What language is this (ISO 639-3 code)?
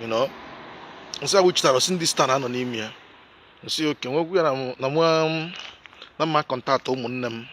ibo